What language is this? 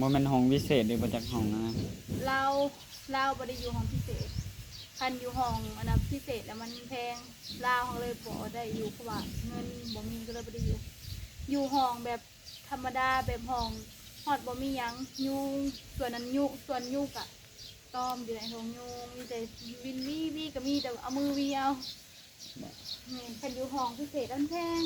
Northeastern Thai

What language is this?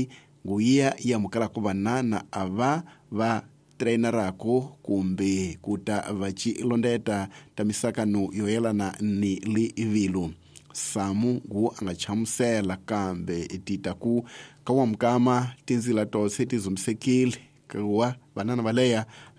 Tsonga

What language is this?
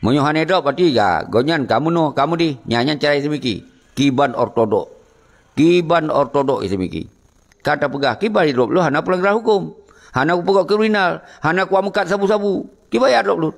Achinese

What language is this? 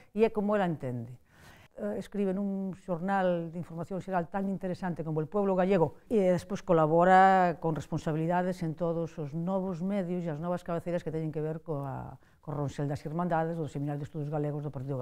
Galician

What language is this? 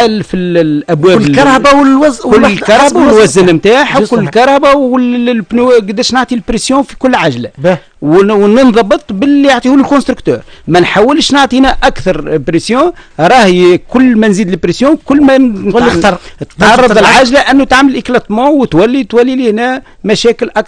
Tunisian Arabic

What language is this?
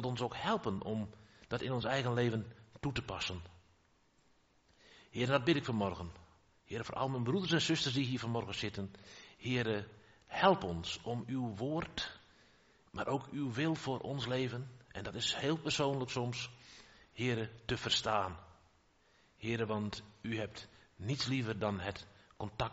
Dutch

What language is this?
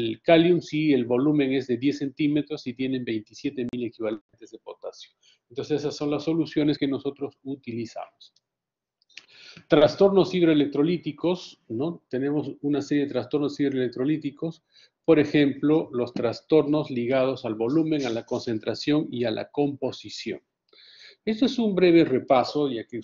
Spanish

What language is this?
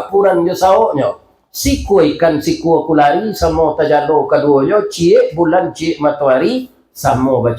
Minangkabau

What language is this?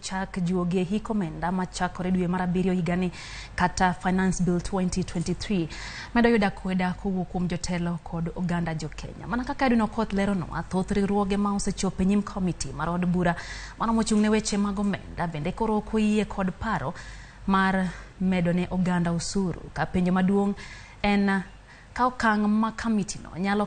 Luo (Kenya and Tanzania)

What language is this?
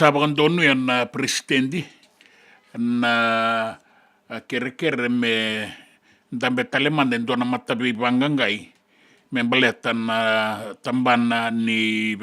Fijian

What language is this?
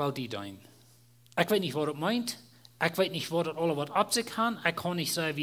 Plautdietsch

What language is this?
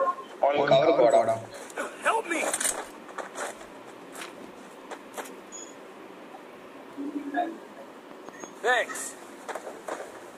Tamil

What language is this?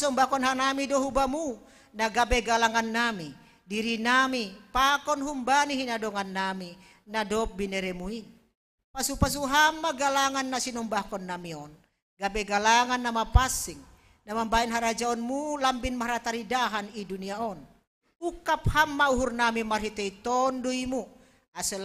Batak Simalungun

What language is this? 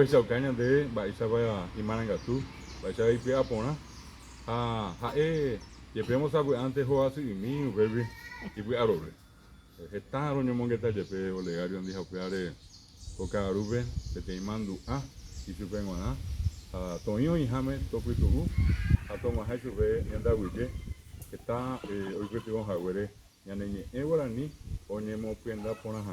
Guarani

